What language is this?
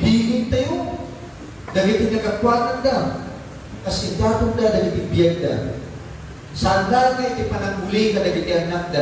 Iloko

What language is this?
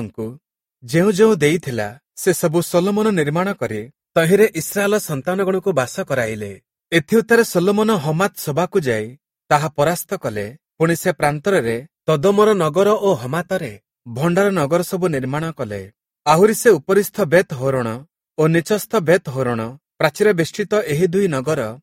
Odia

